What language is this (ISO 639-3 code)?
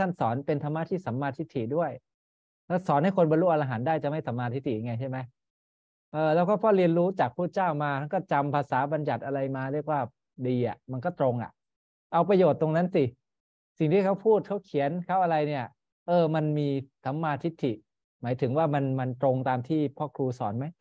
tha